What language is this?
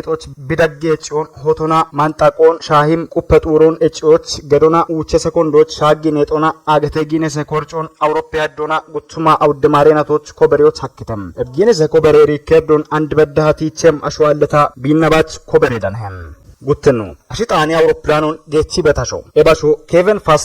Kafa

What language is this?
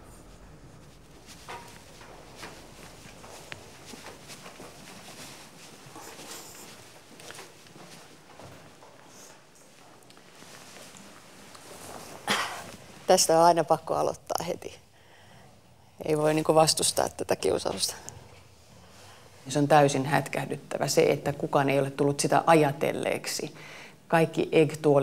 Finnish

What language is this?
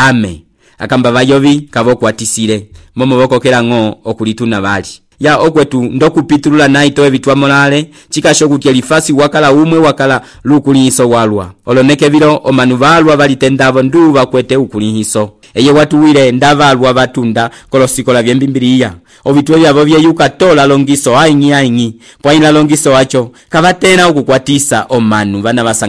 Umbundu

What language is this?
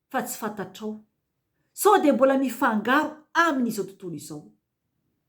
Malagasy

